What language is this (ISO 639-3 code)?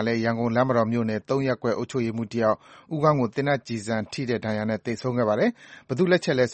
mya